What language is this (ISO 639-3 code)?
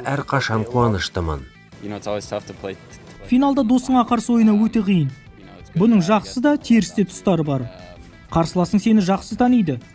kaz